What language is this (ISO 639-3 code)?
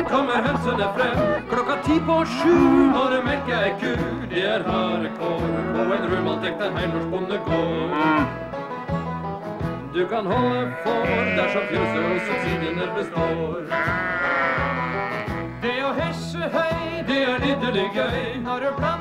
nor